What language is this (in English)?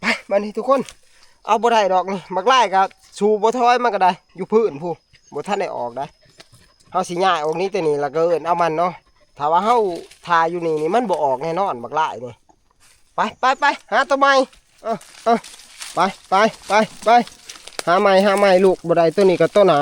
Northeastern Thai